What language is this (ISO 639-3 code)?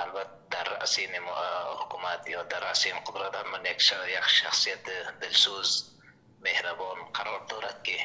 fas